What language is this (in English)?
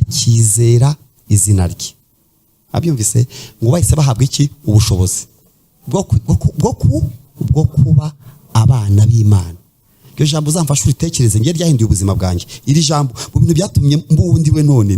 Kinyarwanda